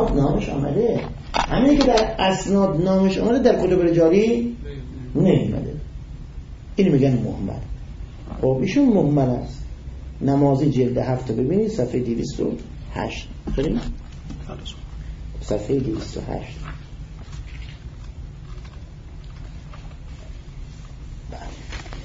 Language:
Persian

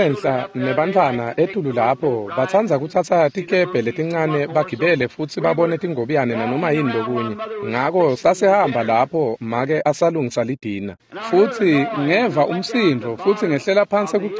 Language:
Swati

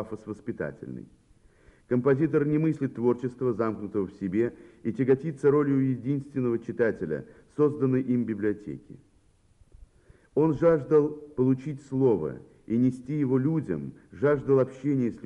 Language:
Russian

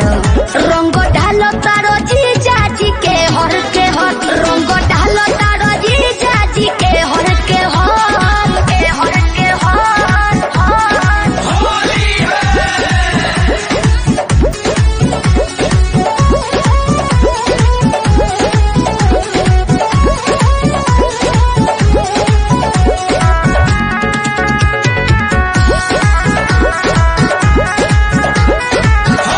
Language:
Bhojpuri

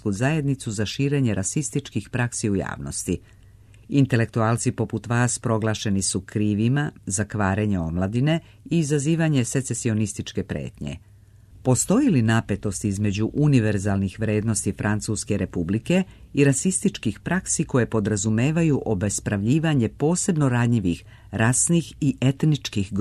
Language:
Serbian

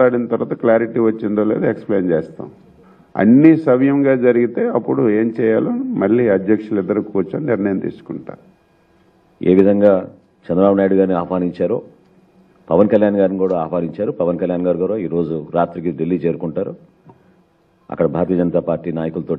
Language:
Telugu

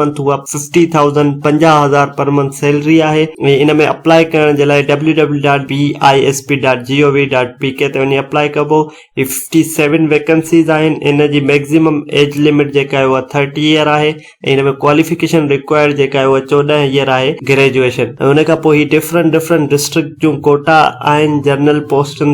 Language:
Sindhi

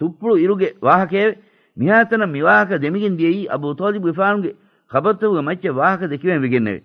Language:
Divehi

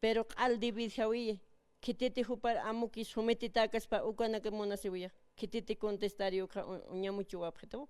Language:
Aymara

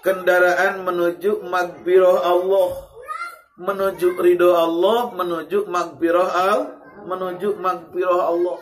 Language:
Sundanese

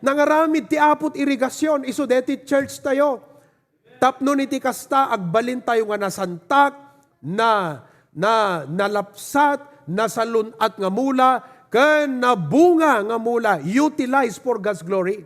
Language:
Iloko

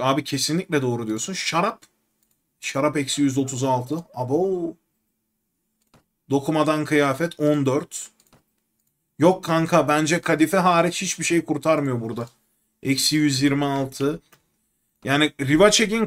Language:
Turkish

